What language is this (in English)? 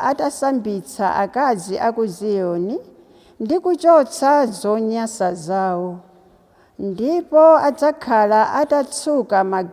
Nyanja